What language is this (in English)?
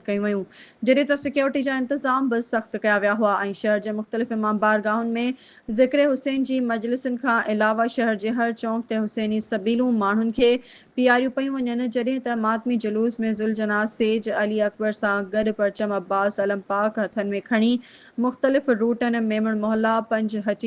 Sindhi